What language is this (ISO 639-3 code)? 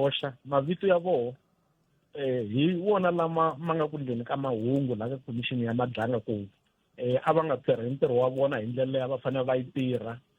tso